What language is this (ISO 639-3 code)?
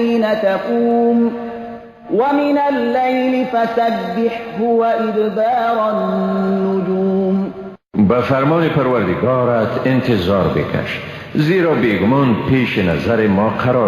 fas